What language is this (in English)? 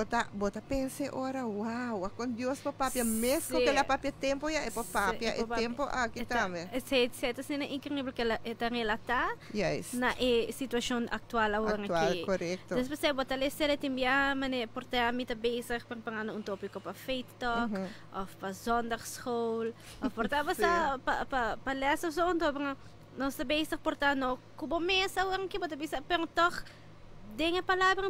Papiamento